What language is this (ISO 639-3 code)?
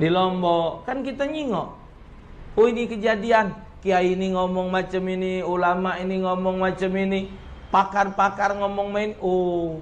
mui